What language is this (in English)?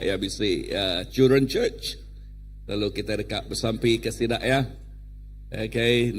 Iban